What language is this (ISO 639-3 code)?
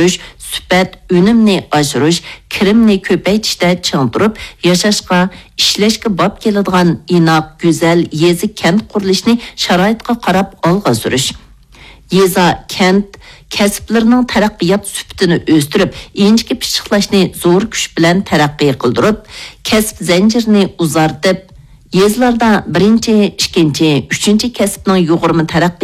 uig